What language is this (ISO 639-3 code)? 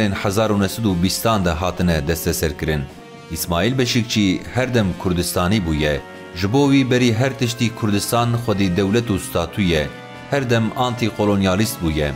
kur